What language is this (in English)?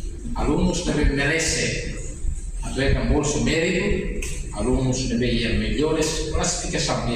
Tetum